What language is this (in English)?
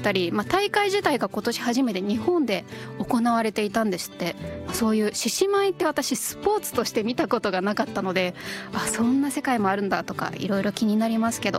Japanese